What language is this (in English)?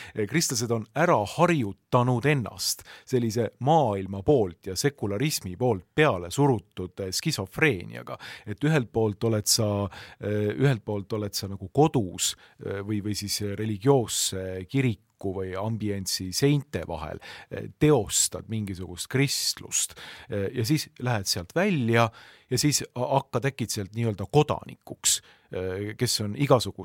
Estonian